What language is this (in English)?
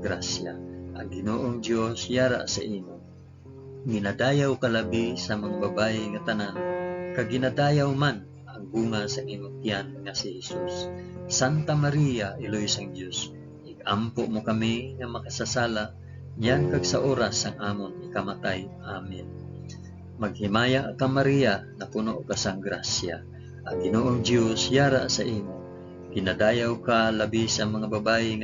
Hiligaynon